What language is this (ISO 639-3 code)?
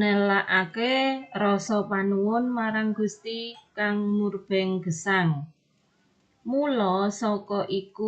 jav